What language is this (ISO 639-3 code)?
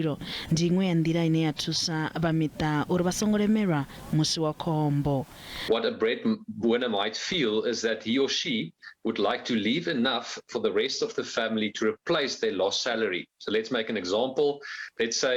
ven